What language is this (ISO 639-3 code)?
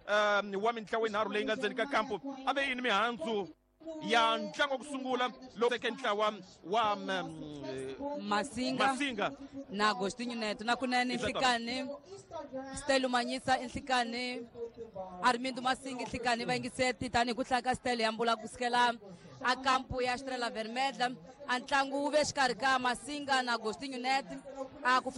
tso